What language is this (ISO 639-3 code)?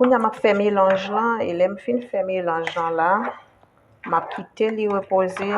hat